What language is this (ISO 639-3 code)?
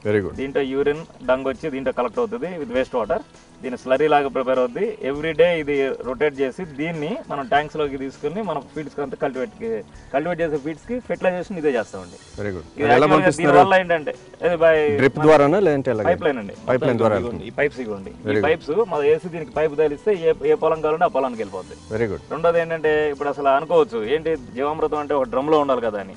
tel